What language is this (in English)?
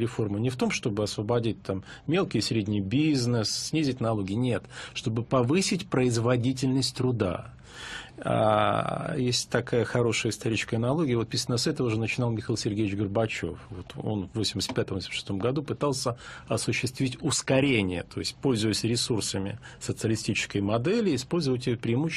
Russian